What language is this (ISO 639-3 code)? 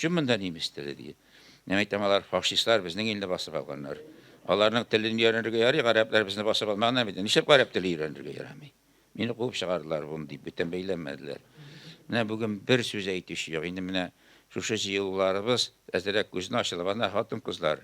tat